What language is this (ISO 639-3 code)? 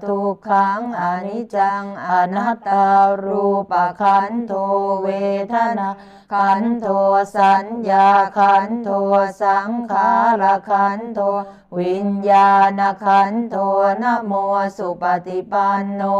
pli